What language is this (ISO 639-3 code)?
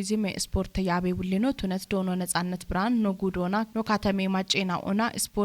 kbr